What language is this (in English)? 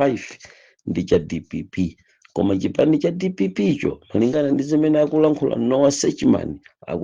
Nyanja